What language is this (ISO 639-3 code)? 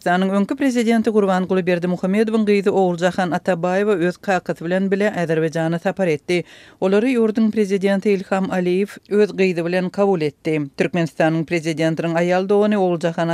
tuk